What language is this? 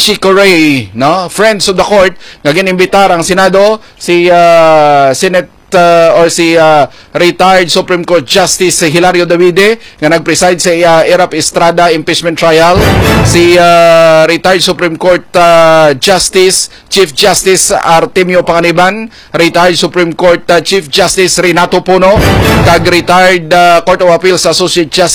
Hiligaynon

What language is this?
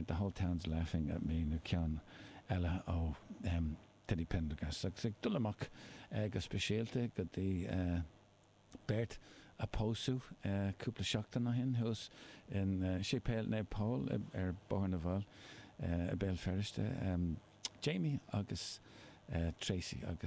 Irish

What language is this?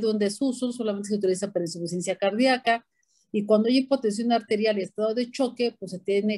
Spanish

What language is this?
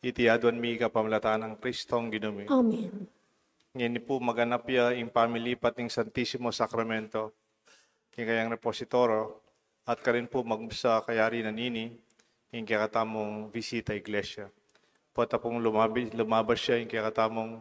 Pampanga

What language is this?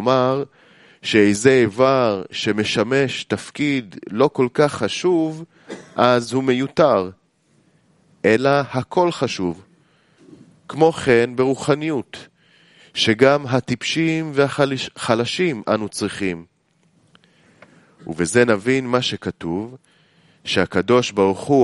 Hebrew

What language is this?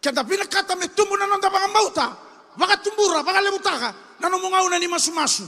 Fijian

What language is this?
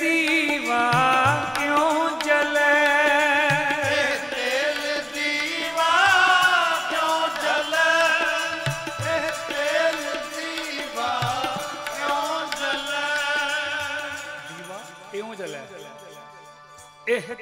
Punjabi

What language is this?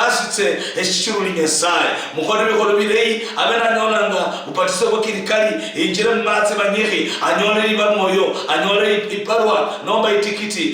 Luyia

